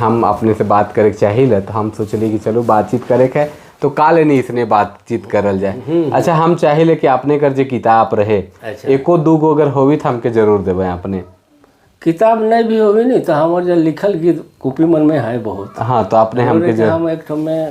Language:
Sadri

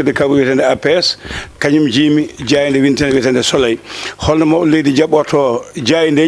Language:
Fula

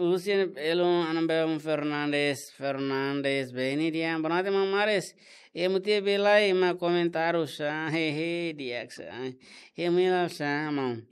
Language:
Tetum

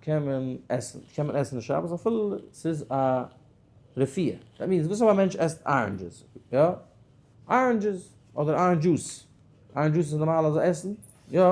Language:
Yiddish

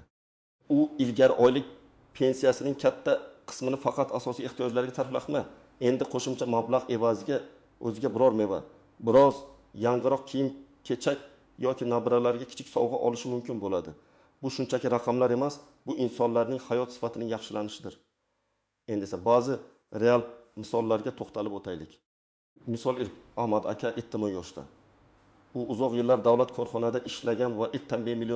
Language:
Uzbek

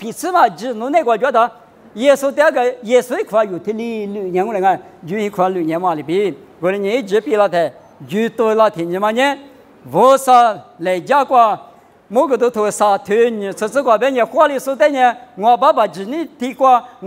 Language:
Lisu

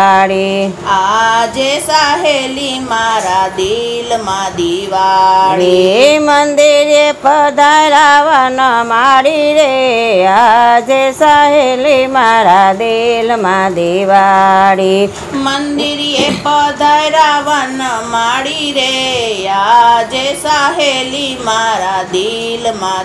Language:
Gujarati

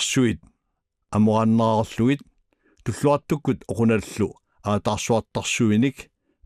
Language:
Kalaallisut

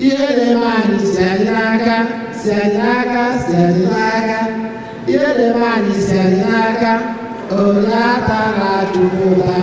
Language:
Igbo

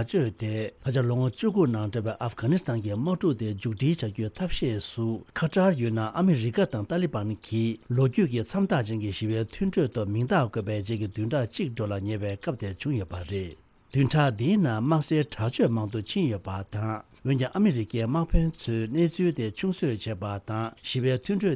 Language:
Tibetan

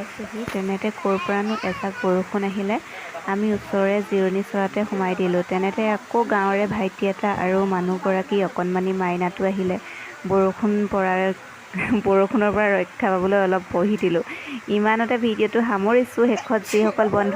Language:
Assamese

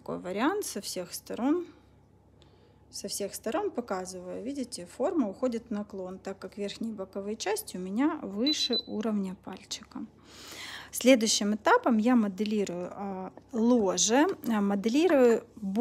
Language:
Russian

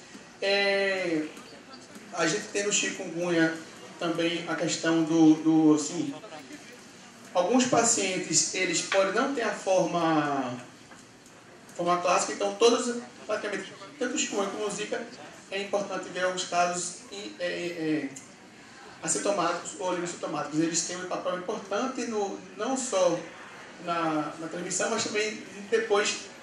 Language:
Portuguese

